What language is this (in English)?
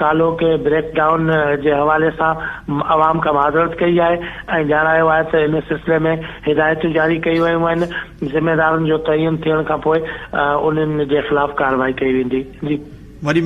Sindhi